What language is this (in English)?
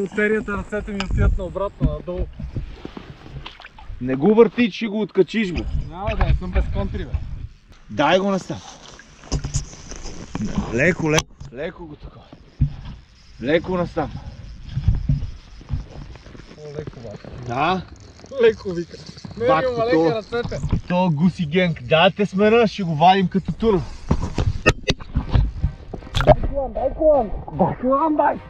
Bulgarian